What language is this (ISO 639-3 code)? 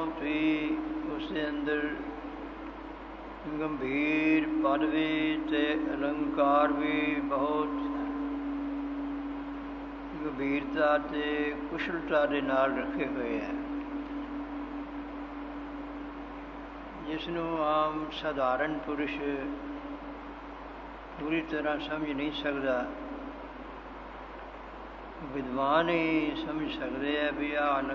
pan